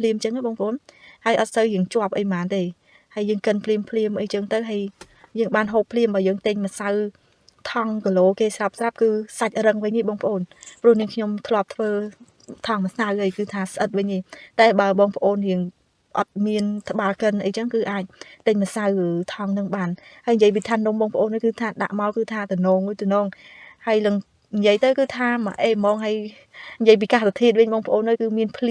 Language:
Khmer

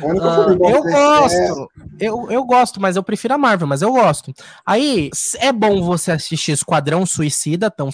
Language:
Portuguese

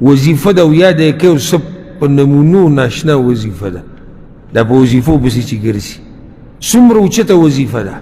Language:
Pashto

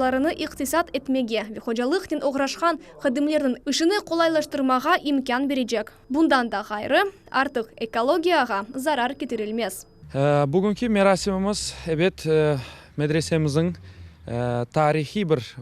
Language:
Crimean Tatar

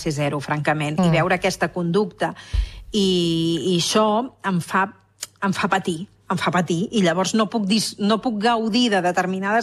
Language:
Catalan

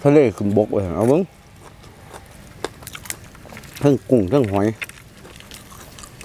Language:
Thai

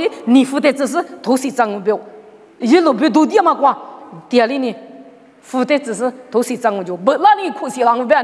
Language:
Lisu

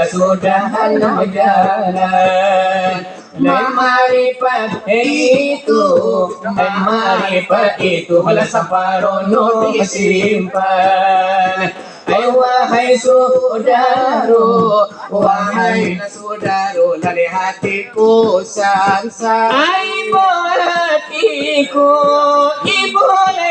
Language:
Minangkabau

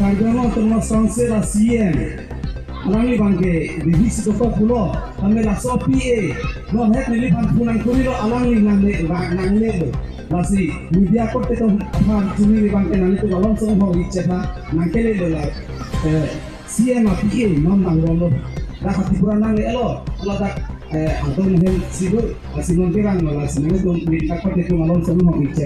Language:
Karbi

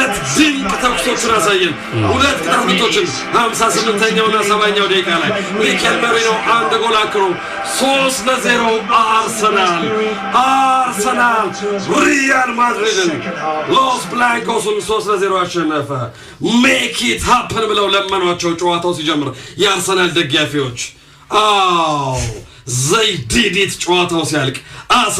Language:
Amharic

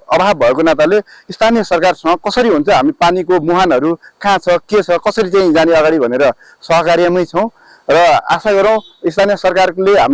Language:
Nepali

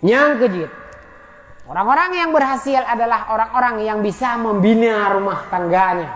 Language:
Achinese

